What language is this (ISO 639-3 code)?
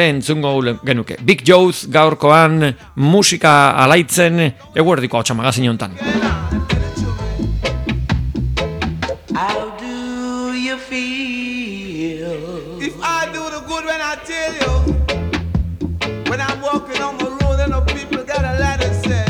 eus